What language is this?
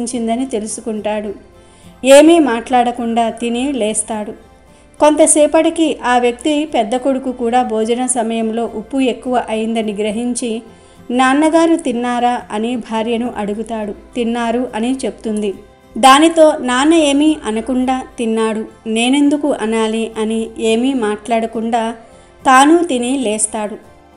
Telugu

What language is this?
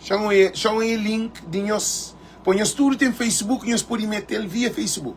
Kabuverdianu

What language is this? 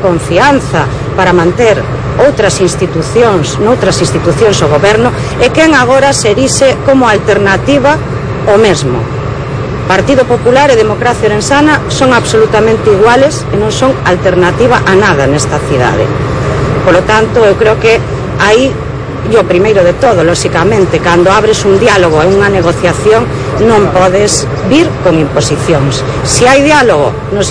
Galician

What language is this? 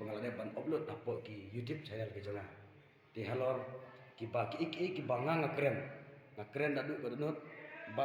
Khasi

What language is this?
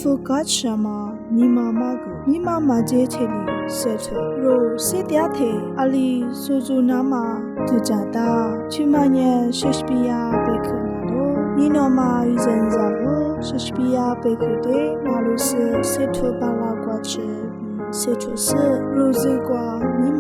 Lisu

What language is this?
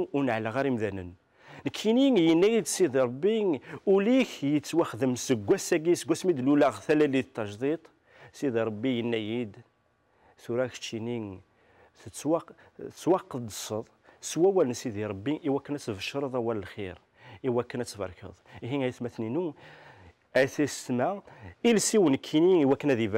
Kabyle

